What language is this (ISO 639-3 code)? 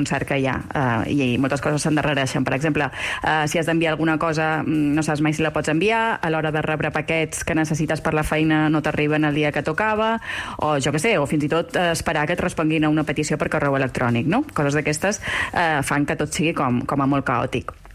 cat